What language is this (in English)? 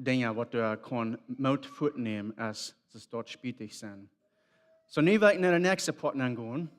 Plautdietsch